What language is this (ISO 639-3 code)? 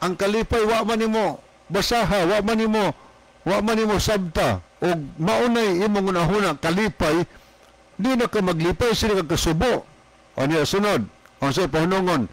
ceb